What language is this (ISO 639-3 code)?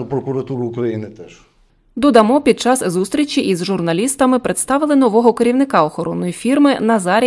ukr